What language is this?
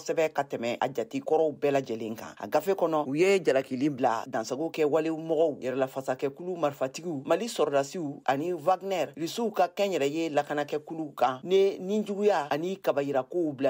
Bambara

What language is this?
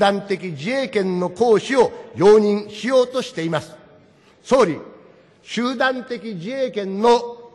Japanese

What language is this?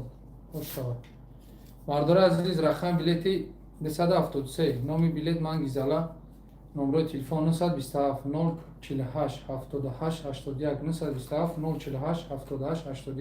Tajik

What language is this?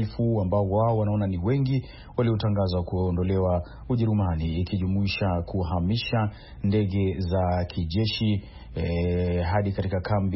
Swahili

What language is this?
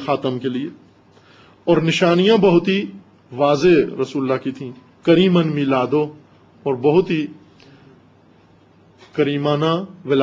Urdu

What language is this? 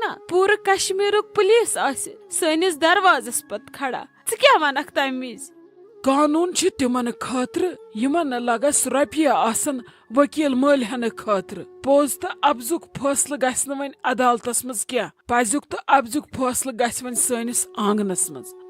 Kashmiri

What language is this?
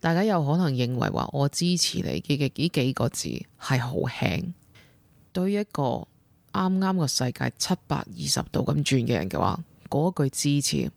Cantonese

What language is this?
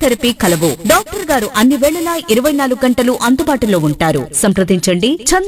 Telugu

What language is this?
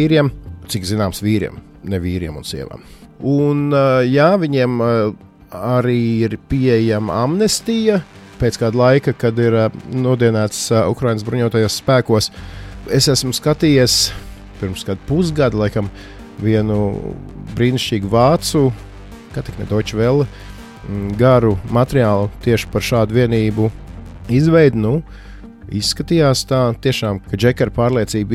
Latvian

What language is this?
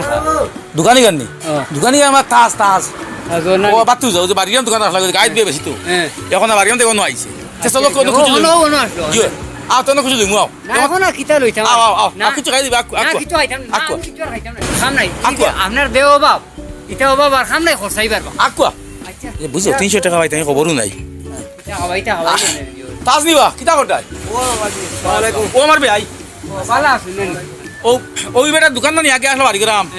Sylheti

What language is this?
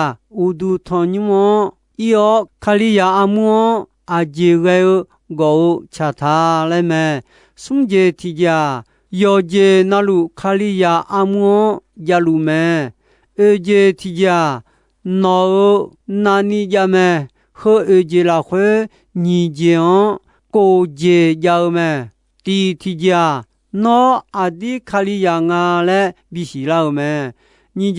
Akha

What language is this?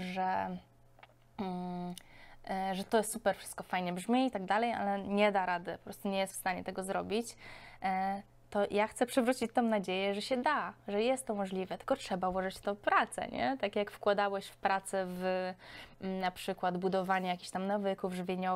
Polish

